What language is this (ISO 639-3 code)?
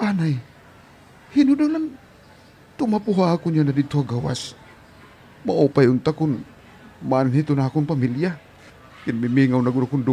war